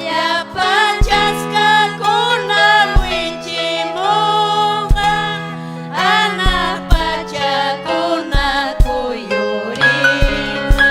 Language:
Ayacucho Quechua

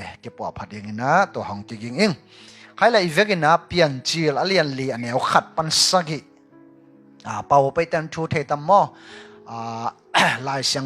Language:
Tedim Chin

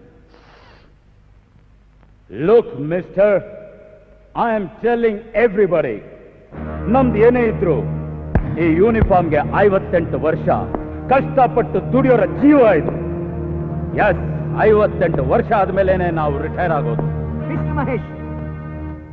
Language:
Kannada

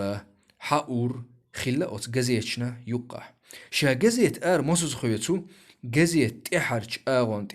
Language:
Chechen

